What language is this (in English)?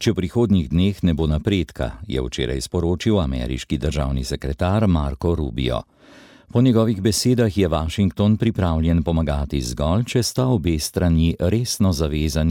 Slovenian